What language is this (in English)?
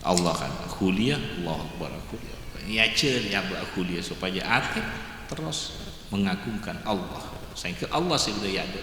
Madurese